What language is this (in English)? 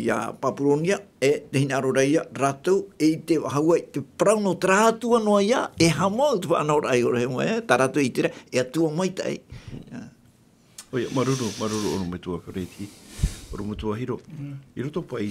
Tahitian